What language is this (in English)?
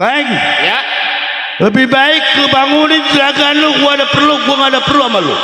Betawi